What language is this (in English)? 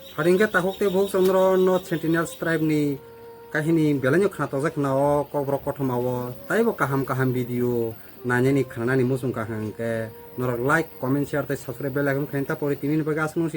Kok Borok